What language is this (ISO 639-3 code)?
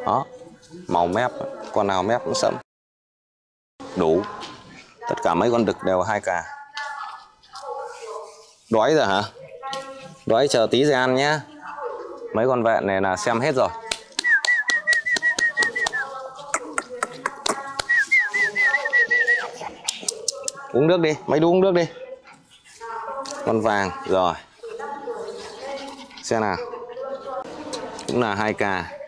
vie